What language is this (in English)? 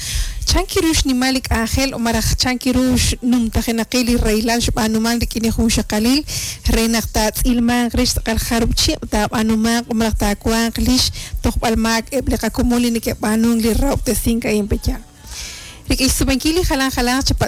Kekchí